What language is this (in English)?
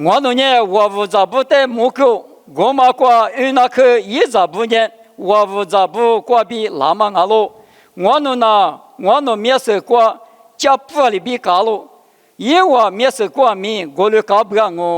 Lisu